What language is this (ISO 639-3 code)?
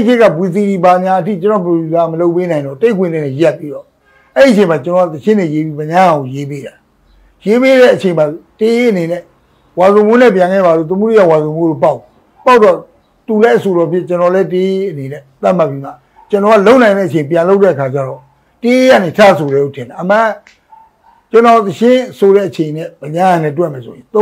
mya